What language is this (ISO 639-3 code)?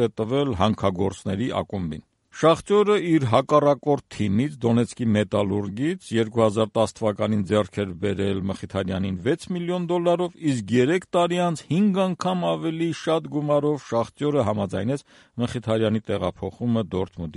hye